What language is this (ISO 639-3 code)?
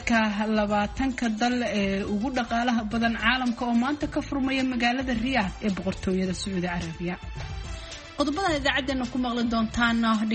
som